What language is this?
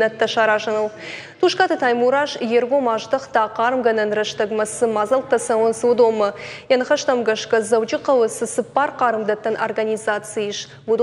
Ossetic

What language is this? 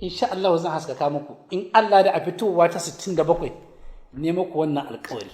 Hausa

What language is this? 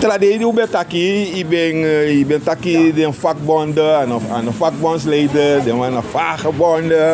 Sranan Tongo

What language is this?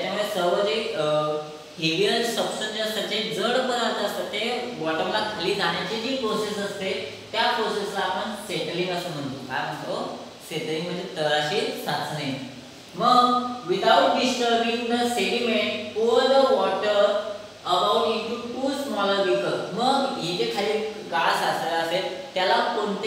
Marathi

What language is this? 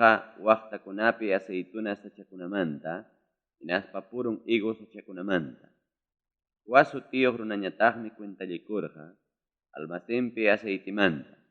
Ayacucho Quechua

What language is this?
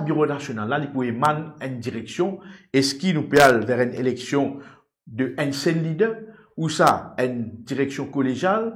Morisyen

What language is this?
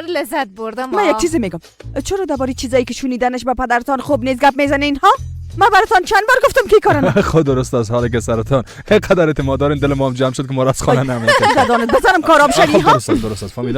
Persian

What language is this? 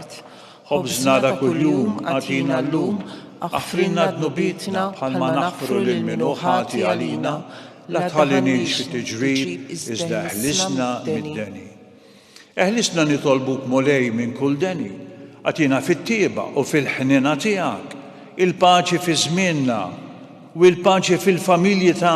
Maltese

